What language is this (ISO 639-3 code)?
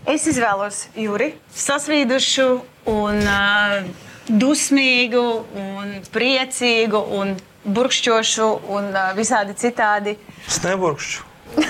lav